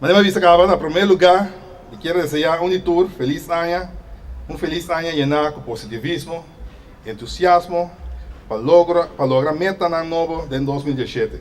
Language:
Papiamento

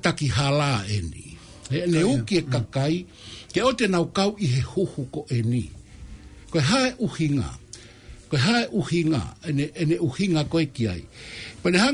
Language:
Tongan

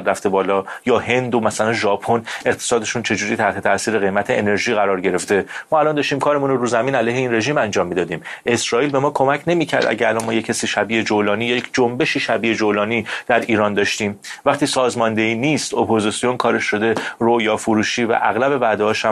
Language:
Persian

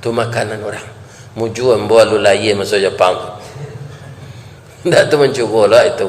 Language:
Minangkabau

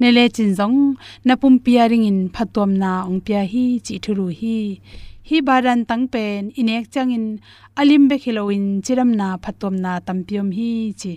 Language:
Tedim Chin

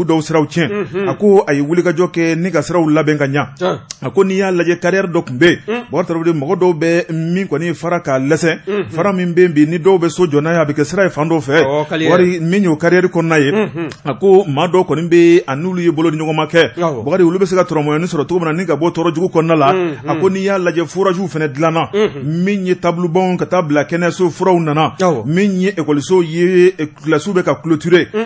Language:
Bambara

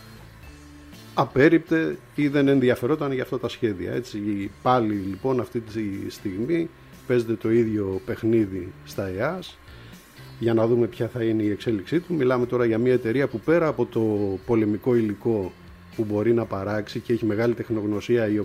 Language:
Greek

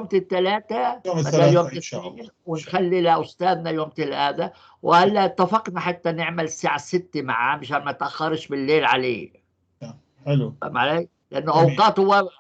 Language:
North Levantine Arabic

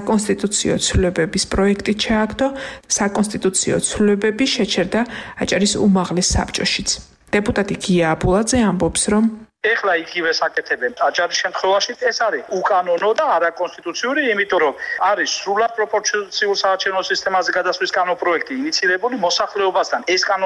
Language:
Georgian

